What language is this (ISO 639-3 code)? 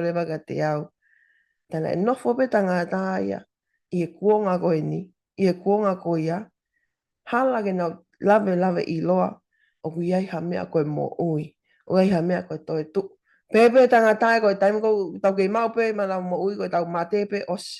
ton